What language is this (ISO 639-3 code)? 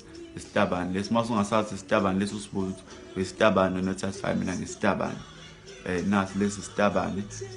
zul